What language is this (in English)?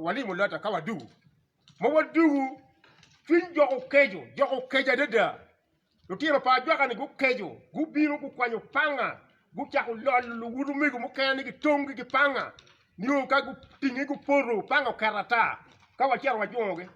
Acoli